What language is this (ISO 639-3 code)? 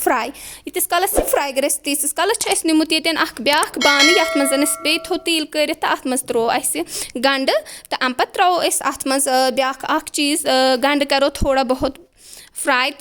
kas